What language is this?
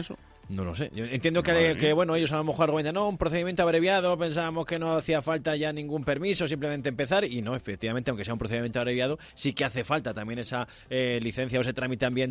Spanish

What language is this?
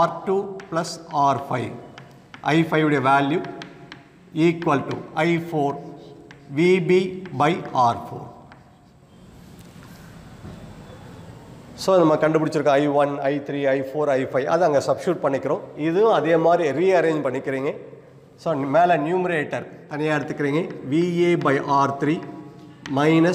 Tamil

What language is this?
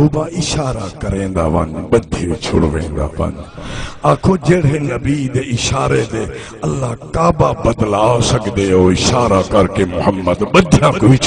Saraiki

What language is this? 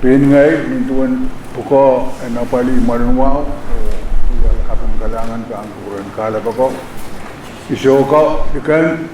Pohnpeian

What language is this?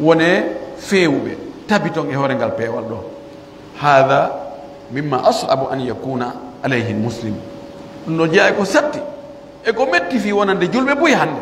Pular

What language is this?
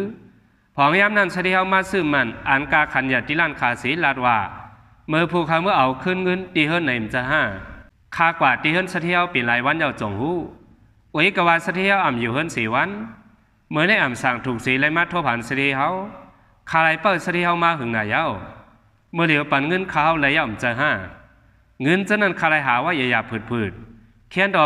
Shan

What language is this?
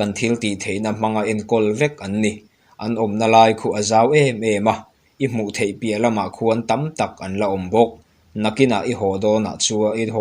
Mizo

